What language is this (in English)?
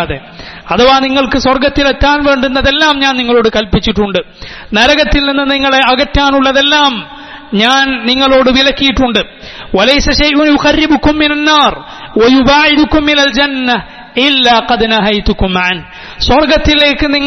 Malayalam